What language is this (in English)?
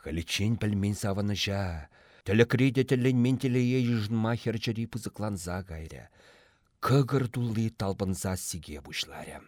Chuvash